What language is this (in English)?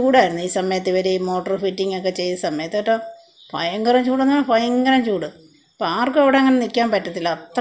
Malayalam